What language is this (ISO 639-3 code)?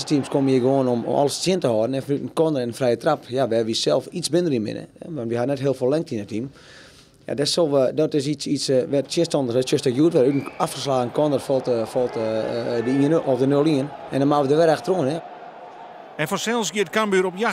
fry